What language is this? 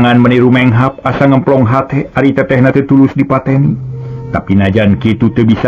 Sundanese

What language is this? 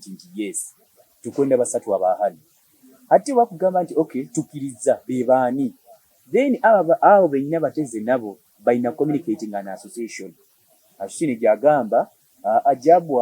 Nyoro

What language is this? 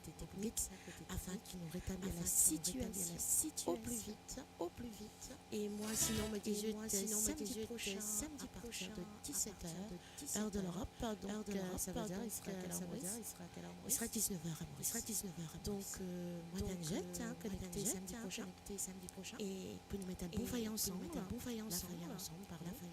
Morisyen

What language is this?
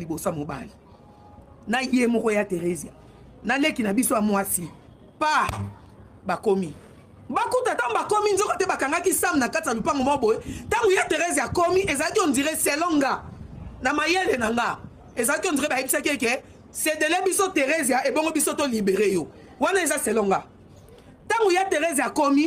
Lingala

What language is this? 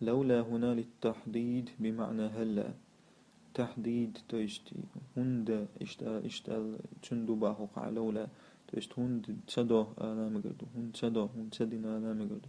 Chechen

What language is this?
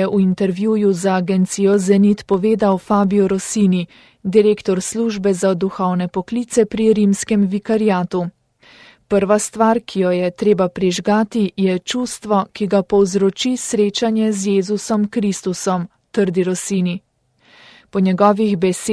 Slovenian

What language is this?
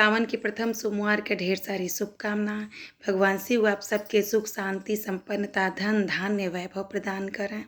Bhojpuri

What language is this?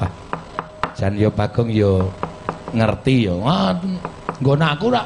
Javanese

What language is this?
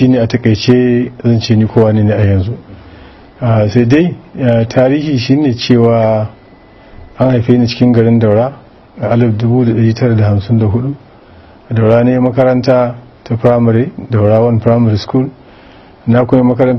Hausa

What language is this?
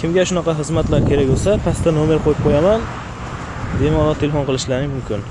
Uzbek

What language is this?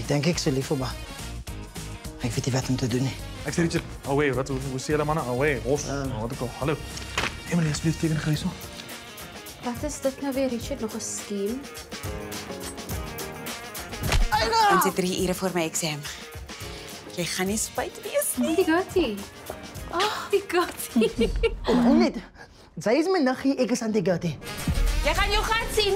Afrikaans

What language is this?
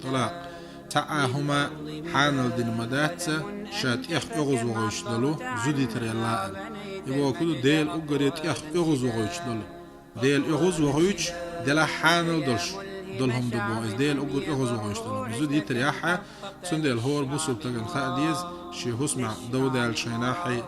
Chechen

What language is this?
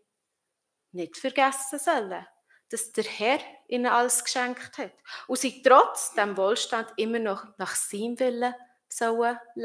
Swiss German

